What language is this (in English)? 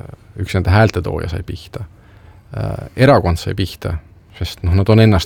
Estonian